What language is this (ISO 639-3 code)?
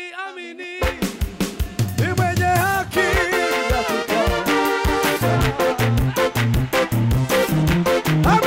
kin